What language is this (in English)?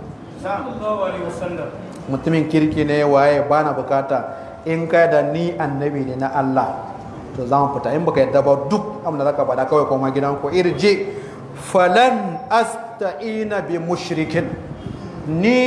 Hausa